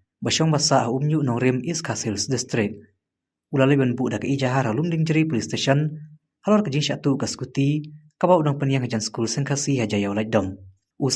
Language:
Khasi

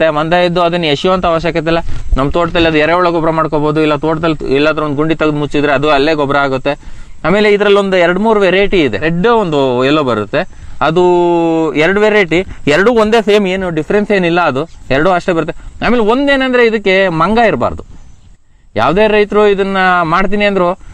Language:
Kannada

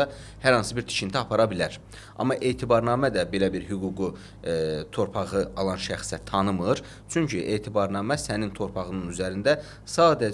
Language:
Azerbaijani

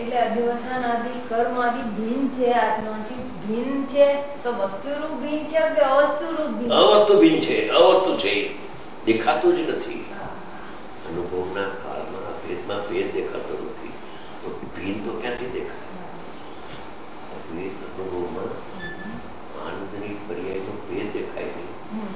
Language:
Gujarati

